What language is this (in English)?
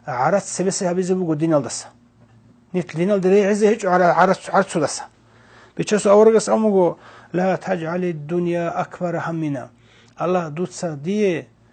Avaric